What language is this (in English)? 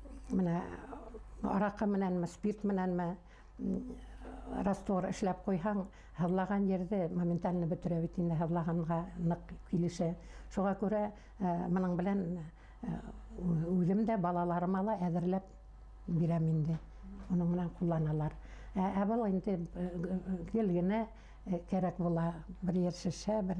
Bashkir